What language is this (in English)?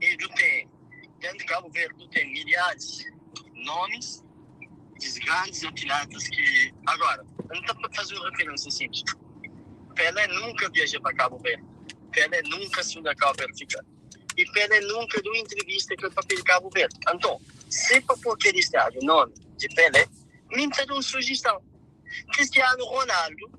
Kabuverdianu